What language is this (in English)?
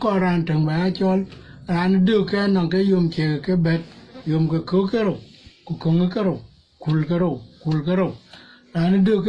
Dinka